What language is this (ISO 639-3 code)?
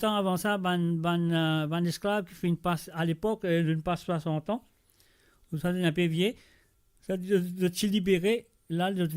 mfe